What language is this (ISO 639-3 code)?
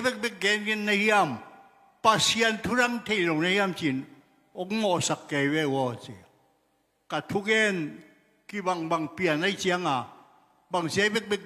ctd